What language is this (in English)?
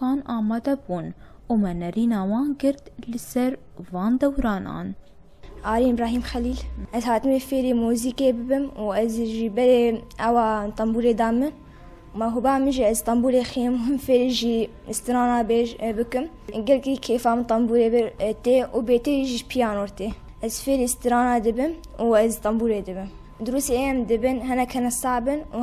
Kurdish